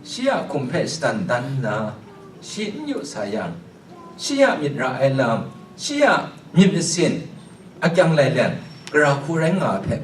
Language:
Kachin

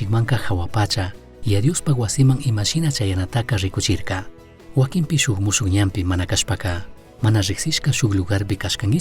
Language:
Chimborazo Highland Quichua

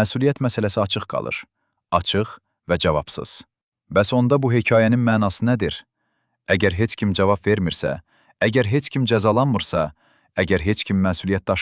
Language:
Azerbaijani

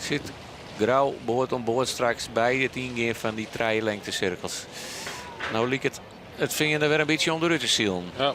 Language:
Western Frisian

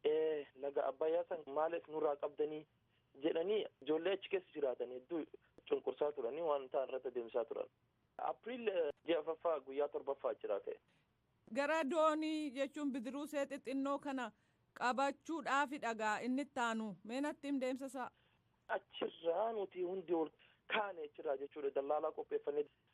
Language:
Oromo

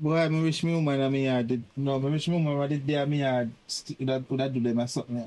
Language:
Jamaican Creole English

